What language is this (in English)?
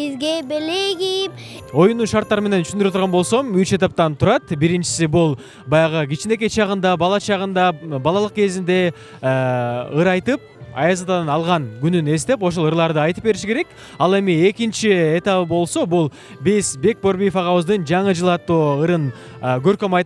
Kyrgyz